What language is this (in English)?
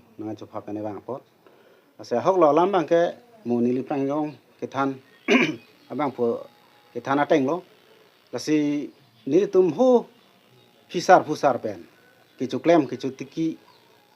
Karbi